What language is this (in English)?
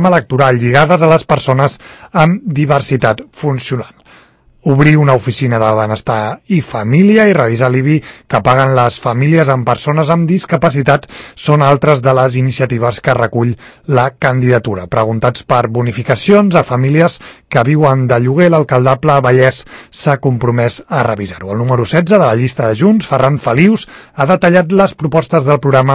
Catalan